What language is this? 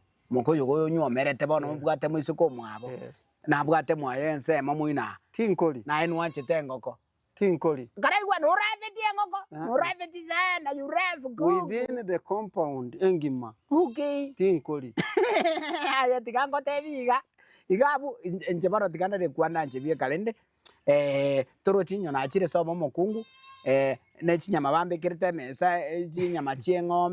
Gusii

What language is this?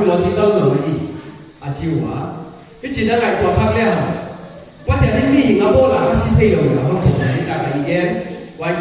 Paite Chin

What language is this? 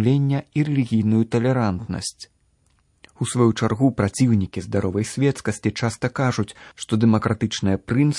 Belarusian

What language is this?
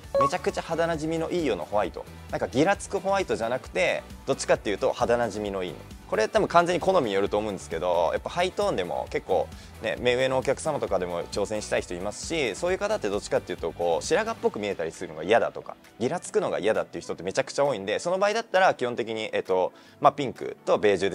Japanese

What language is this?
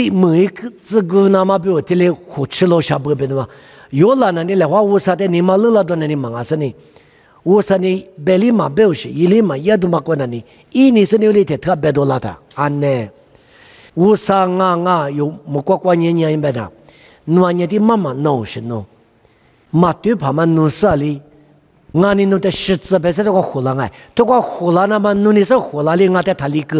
Lisu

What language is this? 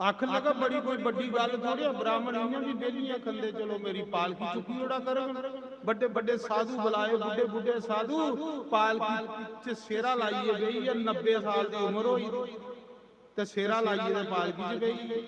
Dogri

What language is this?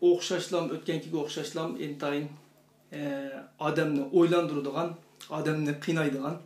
Uyghur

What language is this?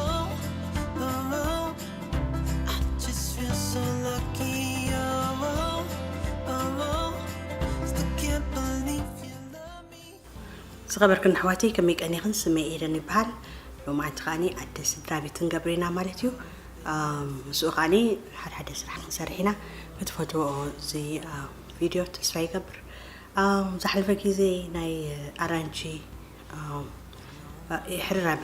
Tigrinya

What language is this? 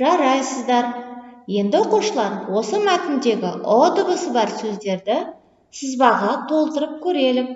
Kazakh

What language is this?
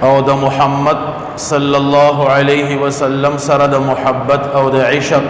Pashto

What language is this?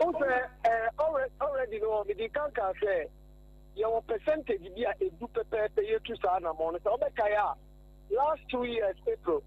Akan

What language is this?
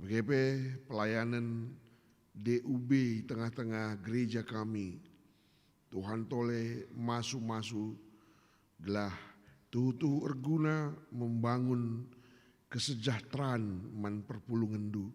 Batak Karo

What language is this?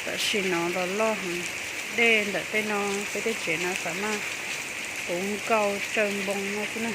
Hmong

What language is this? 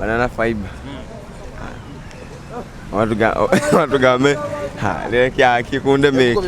Nyoro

